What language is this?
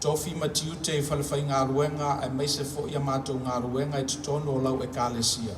Samoan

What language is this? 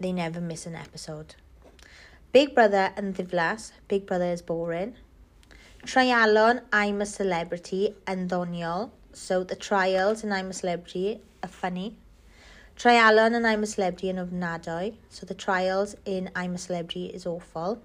English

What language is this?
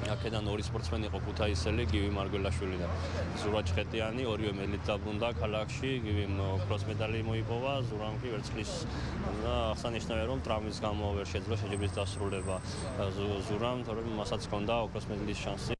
Georgian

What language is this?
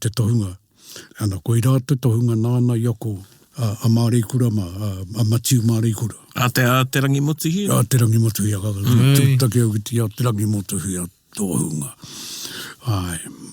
Māori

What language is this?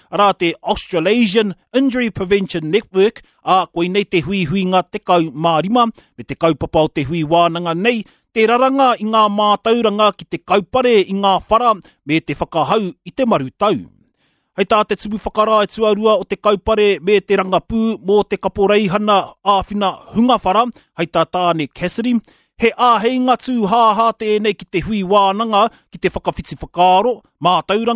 Māori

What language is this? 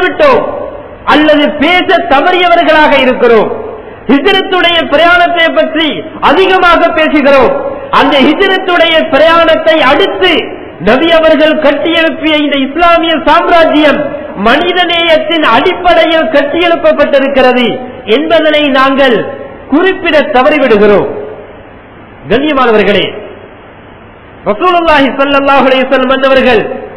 Tamil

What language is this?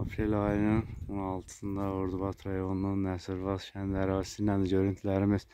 Azerbaijani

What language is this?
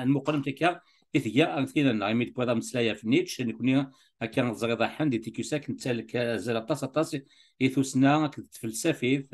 Kabyle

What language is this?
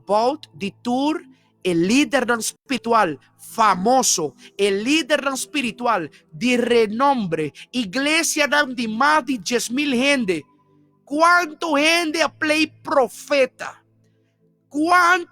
Papiamento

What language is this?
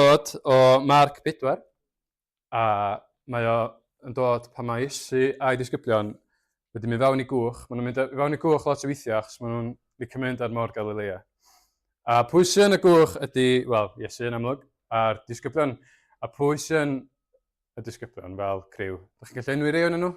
Welsh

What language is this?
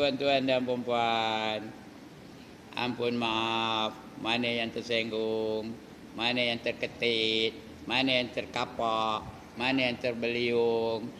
Malay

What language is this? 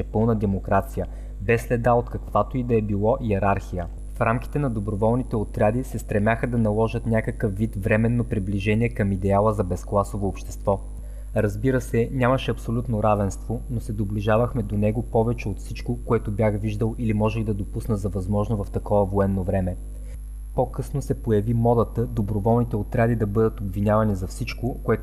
Bulgarian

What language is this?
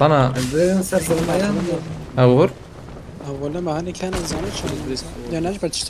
Kurdish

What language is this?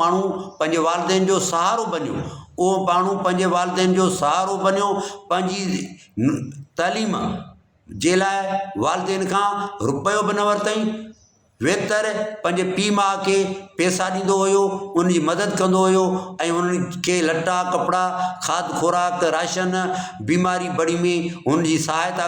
Sindhi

